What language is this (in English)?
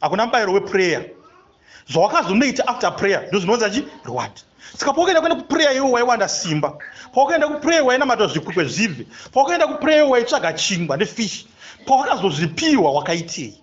Shona